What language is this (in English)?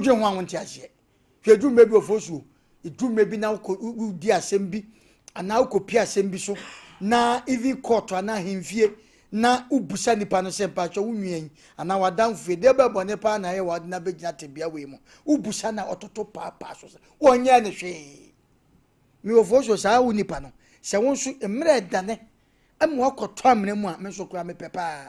Akan